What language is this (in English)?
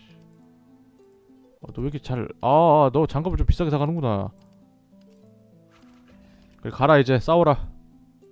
Korean